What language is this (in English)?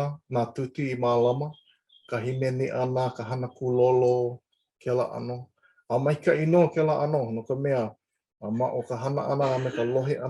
Hawaiian